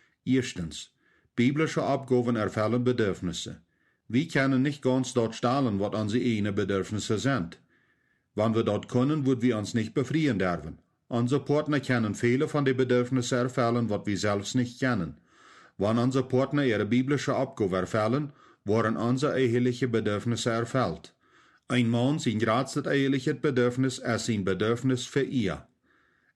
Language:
Plautdietsch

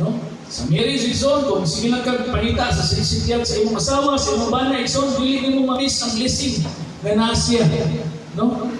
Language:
Cebuano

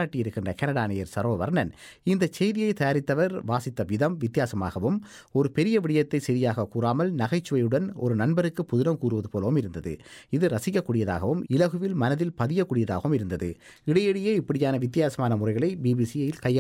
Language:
Tamil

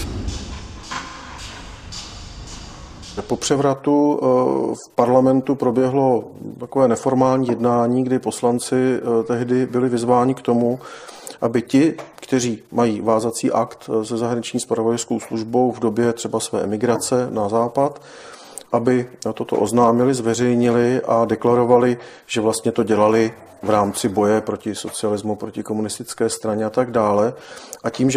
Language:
Czech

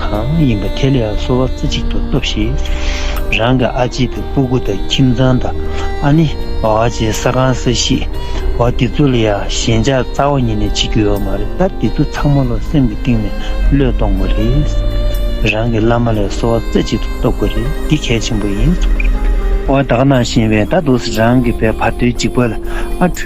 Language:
Tibetan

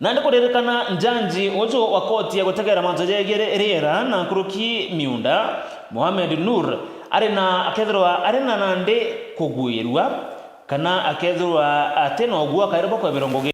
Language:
Meru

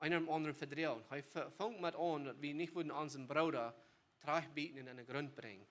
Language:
Plautdietsch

